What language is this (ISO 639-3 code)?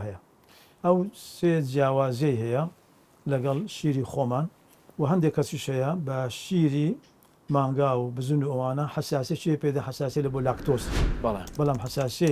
ckb